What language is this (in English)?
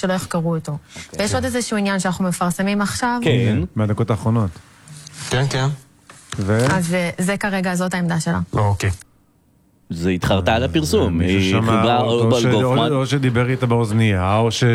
Hebrew